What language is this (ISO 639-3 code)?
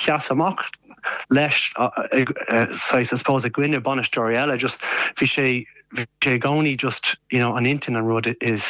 gle